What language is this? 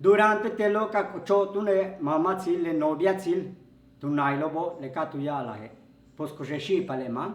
Yucateco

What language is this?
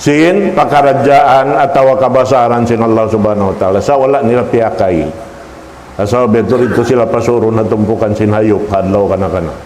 Tausug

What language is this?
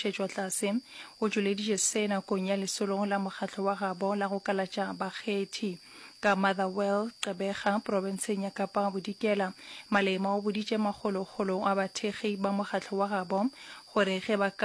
Northern Sotho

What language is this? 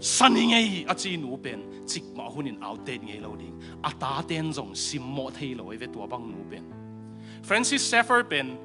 Tedim Chin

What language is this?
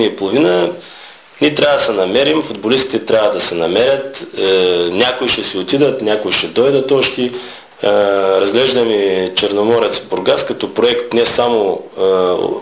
Bulgarian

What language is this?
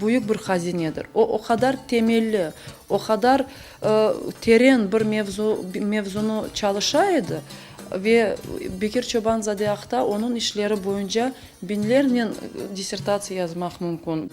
Crimean Tatar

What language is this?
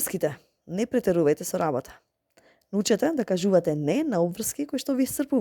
Macedonian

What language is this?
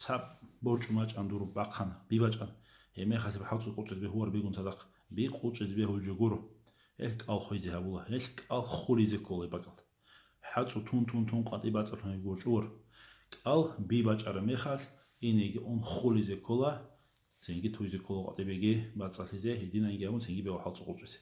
Avaric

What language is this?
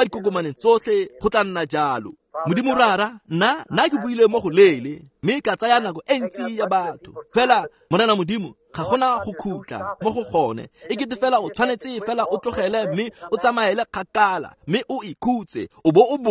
Tswana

